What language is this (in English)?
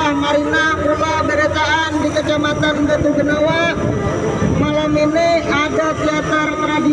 Banjar